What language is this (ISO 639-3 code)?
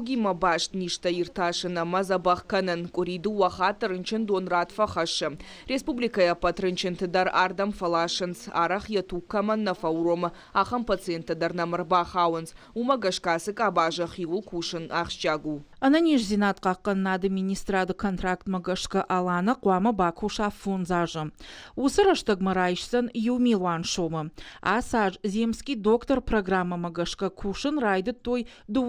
oss